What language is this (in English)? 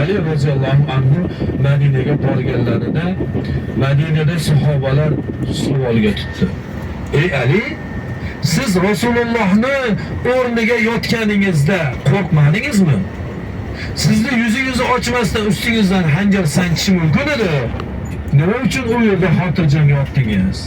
Uzbek